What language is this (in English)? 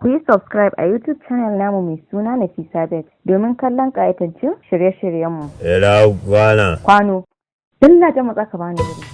Hausa